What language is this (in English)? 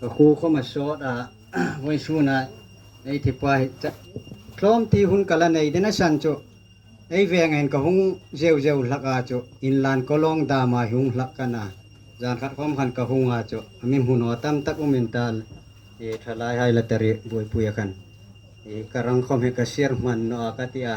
Hmar